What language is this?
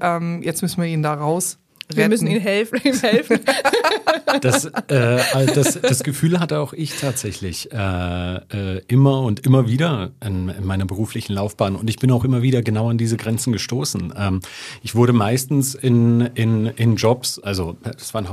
German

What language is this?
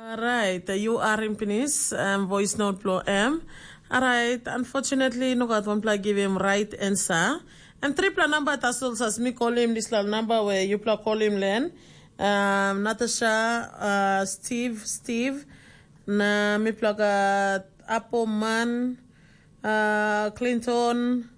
Tok Pisin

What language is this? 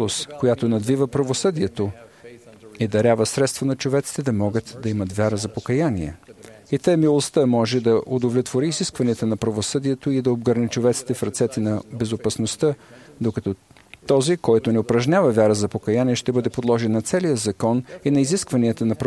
Bulgarian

